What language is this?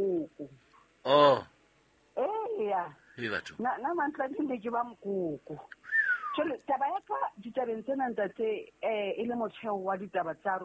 Southern Sotho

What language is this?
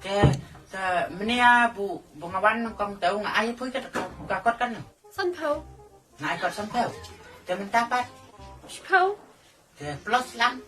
Khasi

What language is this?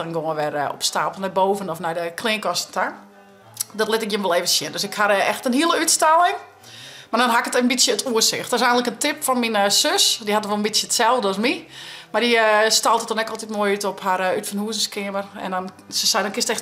Western Frisian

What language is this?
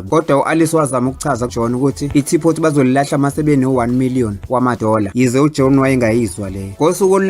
Zulu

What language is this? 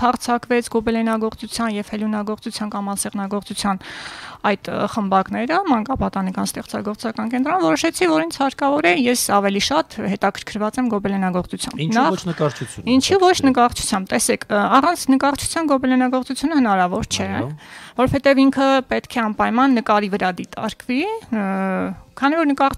Armenian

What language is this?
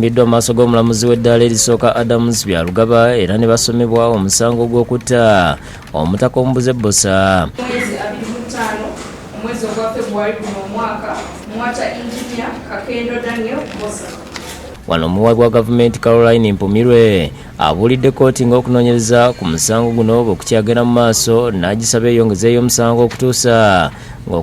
Ganda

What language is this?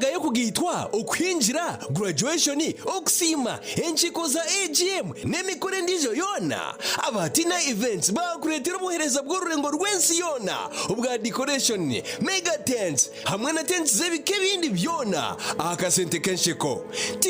Nyankole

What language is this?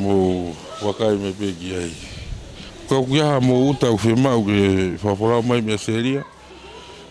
Tongan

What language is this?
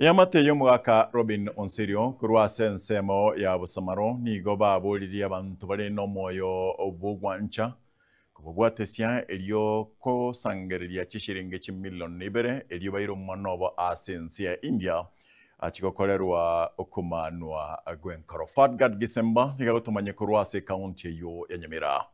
Gusii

